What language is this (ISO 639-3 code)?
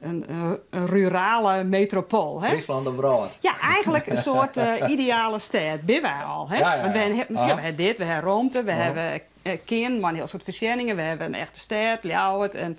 fry